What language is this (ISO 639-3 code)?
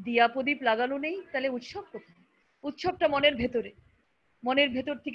ben